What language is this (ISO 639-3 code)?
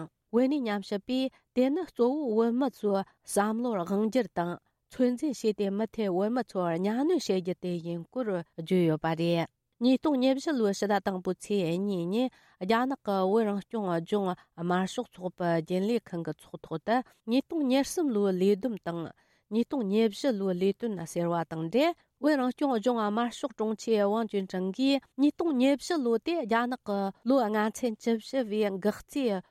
bod